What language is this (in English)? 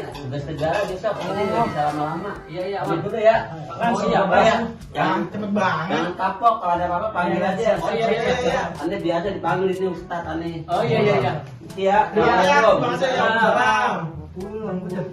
Betawi